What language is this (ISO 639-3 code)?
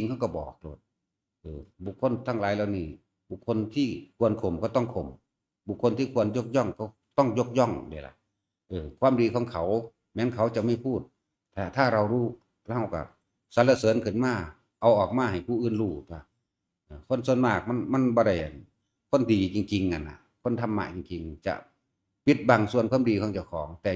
tts